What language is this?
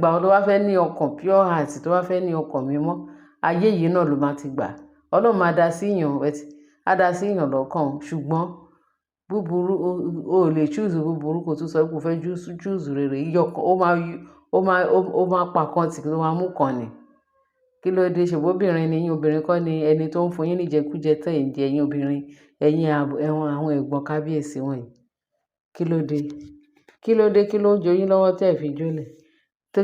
Yoruba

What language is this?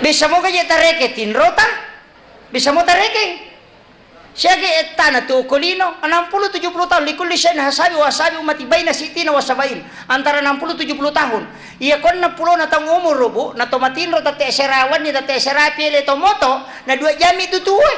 Buginese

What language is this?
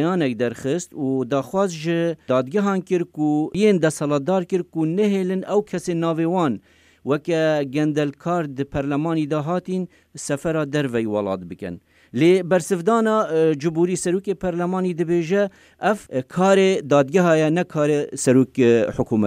Kurdish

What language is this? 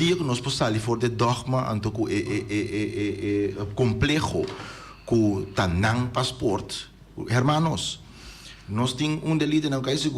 Papiamento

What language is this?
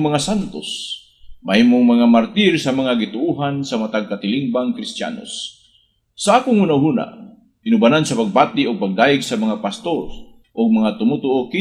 Cebuano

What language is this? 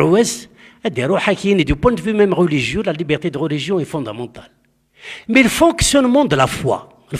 Kabyle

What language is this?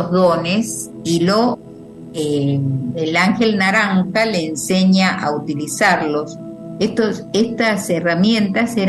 Spanish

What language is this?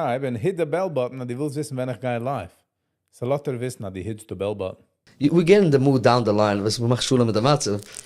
Yiddish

